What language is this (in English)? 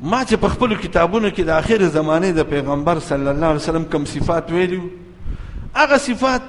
Pashto